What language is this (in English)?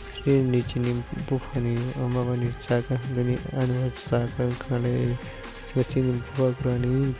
Kok Borok